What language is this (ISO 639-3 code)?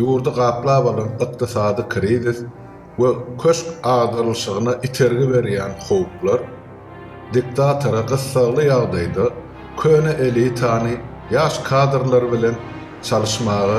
tuk